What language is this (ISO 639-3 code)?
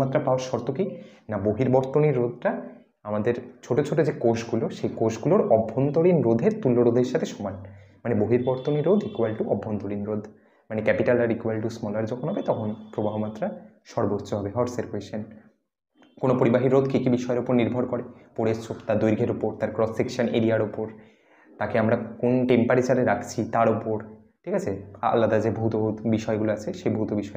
ben